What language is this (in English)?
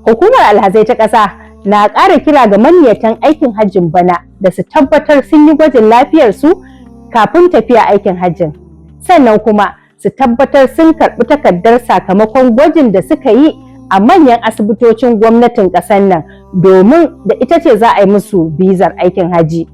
Hausa